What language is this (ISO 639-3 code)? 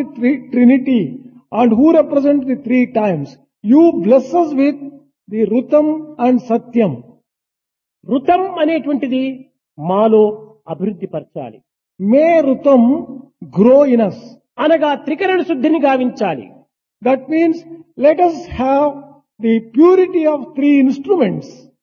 tel